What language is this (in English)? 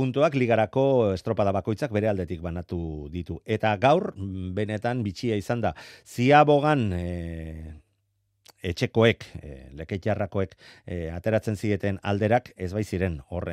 Basque